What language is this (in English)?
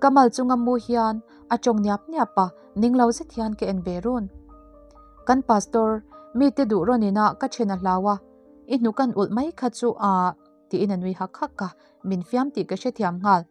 Mizo